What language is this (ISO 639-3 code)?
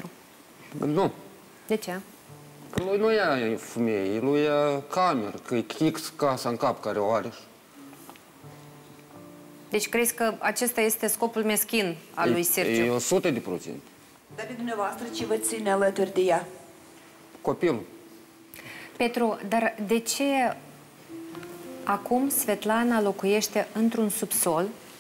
ron